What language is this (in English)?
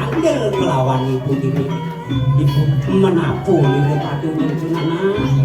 Balinese